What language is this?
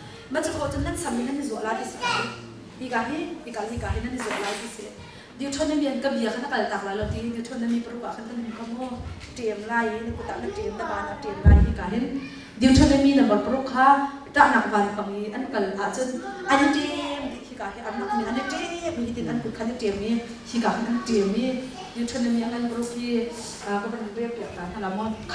Hakha Chin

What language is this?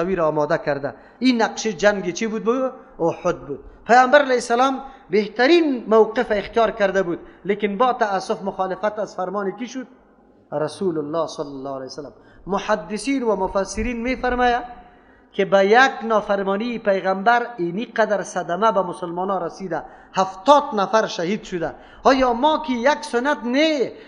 Persian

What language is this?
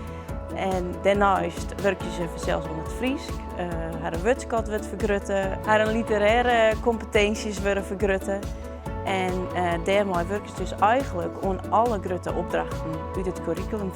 Western Frisian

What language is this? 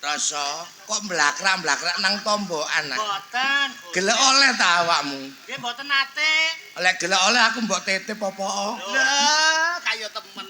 Javanese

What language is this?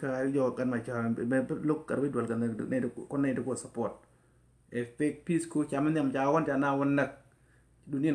Nuer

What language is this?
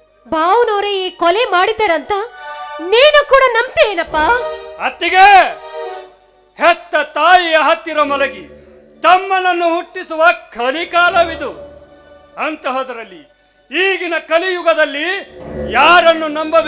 Kannada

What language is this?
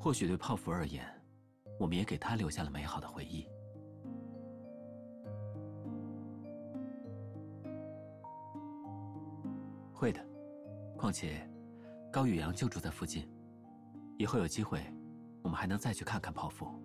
Chinese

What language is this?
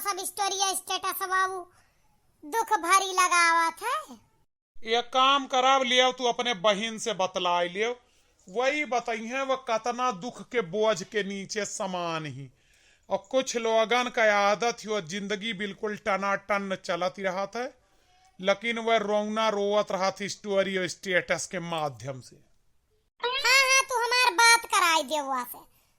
Awadhi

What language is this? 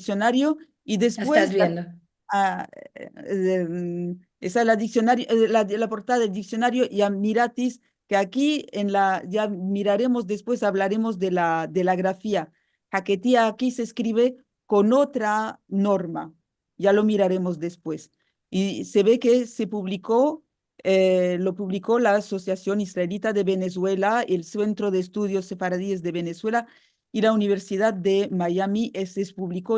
Ladino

